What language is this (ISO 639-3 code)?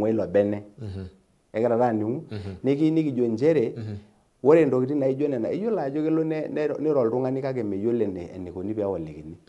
mas